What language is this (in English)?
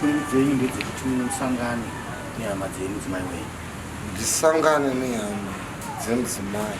Shona